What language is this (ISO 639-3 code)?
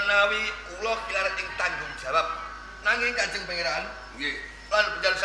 jav